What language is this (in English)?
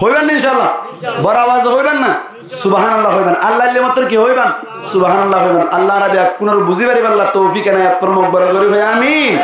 Rohingya